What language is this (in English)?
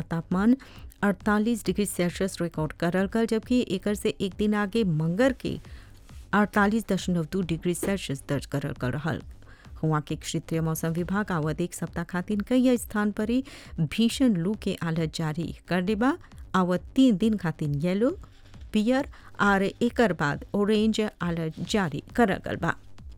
Bhojpuri